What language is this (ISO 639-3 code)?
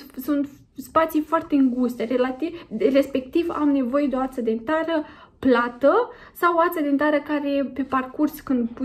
ron